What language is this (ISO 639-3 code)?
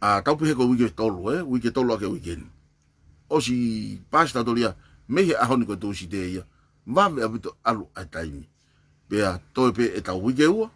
ton